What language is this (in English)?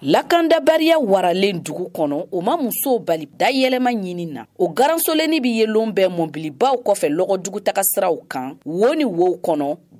Bambara